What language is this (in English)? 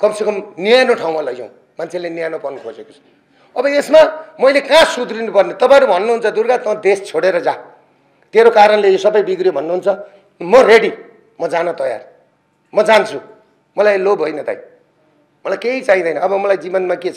Nepali